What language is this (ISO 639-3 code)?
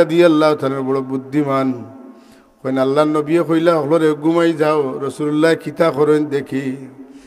syl